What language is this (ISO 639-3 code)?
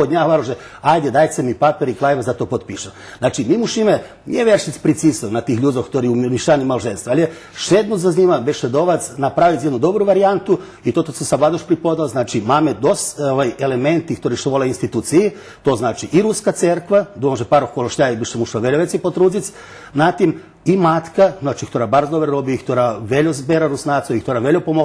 rue